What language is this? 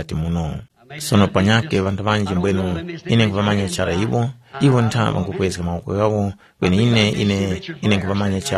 Tumbuka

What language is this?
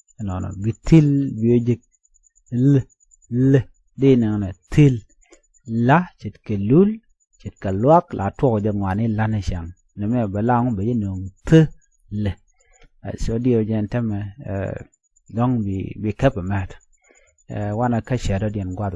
Nuer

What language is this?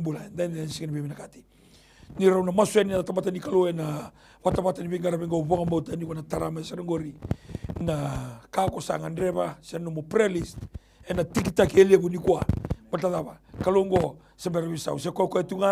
Fijian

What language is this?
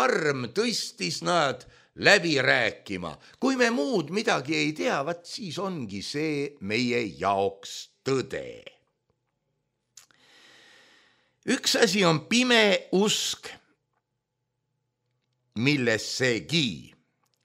Estonian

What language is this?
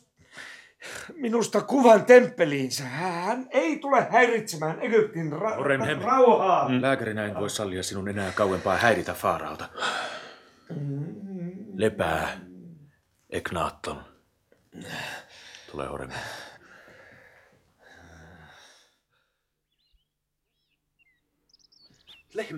Finnish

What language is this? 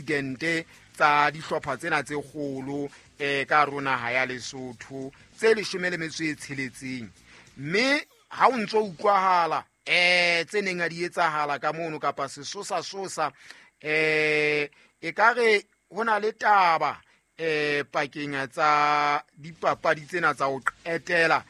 Southern Sotho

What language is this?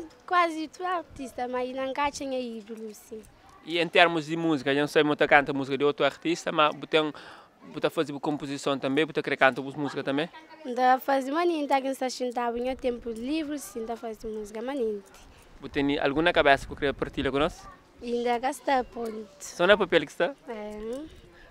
Kabuverdianu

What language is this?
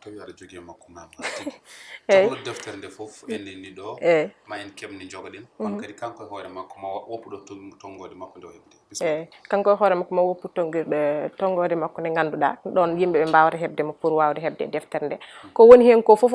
Fula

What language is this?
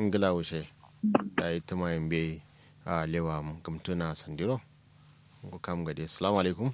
Kanuri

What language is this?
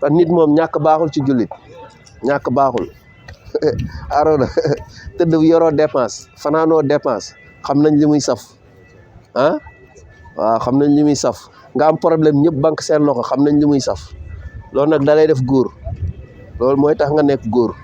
Wolof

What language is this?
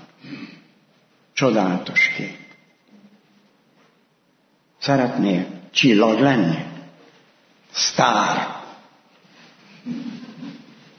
Hungarian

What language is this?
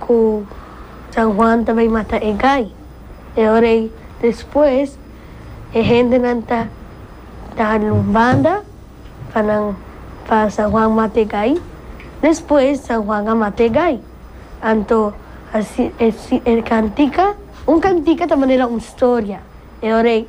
Papiamento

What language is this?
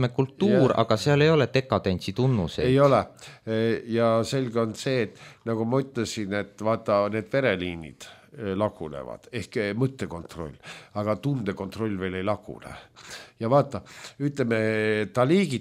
Estonian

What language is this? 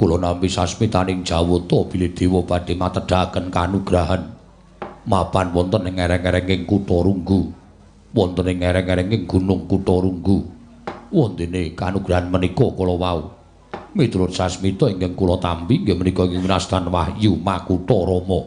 Javanese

